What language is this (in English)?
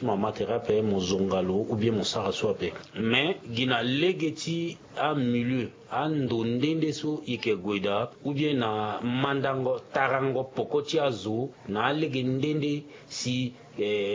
Sango